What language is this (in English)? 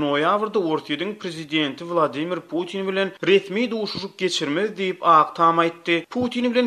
Turkmen